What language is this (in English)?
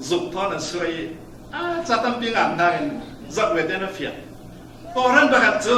Falam Chin